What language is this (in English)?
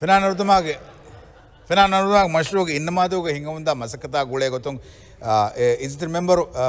Divehi